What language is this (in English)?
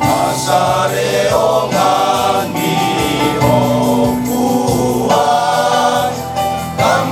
Toraja-Sa'dan